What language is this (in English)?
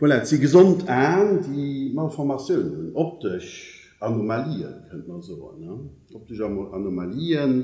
Luxembourgish